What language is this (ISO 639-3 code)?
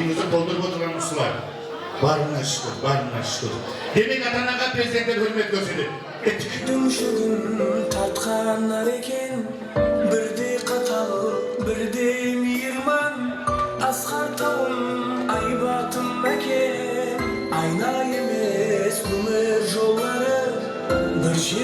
kaa